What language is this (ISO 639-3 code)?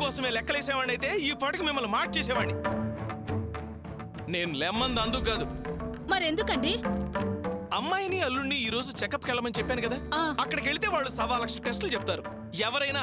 tel